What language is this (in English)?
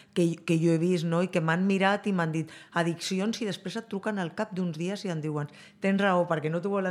Catalan